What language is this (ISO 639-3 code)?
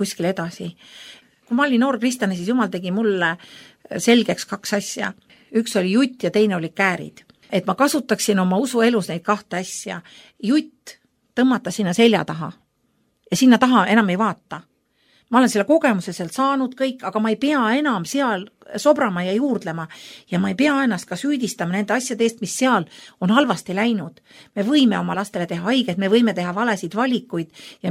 est